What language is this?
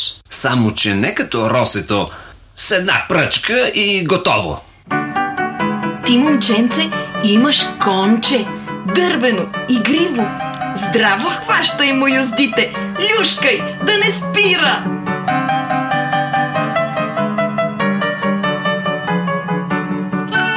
Bulgarian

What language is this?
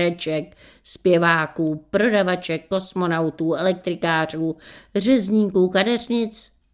Czech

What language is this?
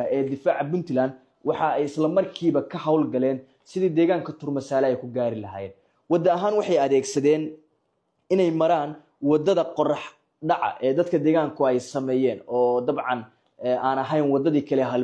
Somali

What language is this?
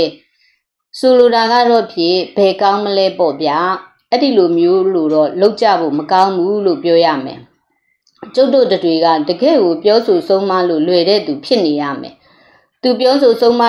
Burmese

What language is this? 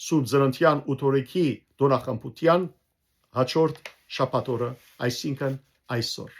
Western Armenian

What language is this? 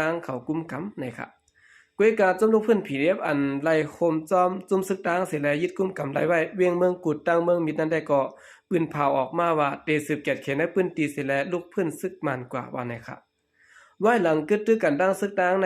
Shan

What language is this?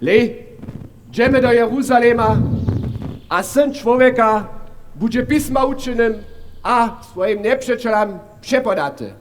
Upper Sorbian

